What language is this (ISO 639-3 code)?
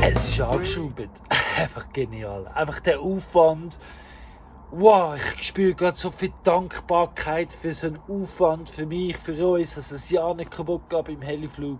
gsw